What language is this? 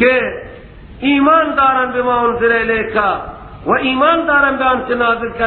Persian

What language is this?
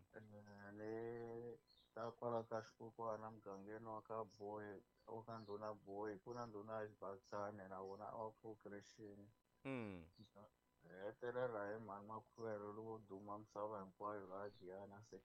Tsonga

